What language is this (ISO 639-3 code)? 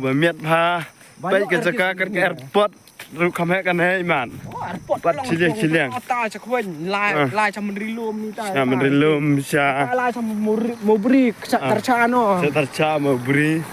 kha